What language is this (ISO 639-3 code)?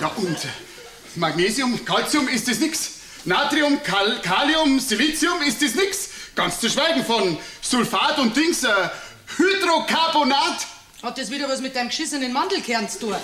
bar